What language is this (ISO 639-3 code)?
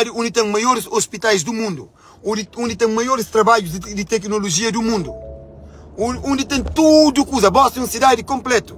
kea